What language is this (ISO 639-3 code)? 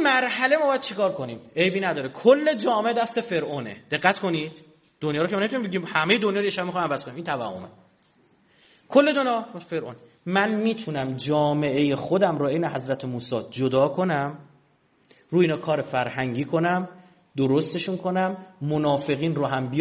fas